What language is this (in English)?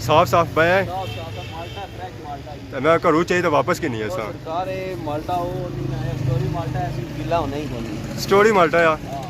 Pahari-Potwari